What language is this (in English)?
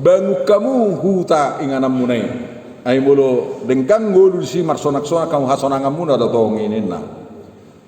Batak Toba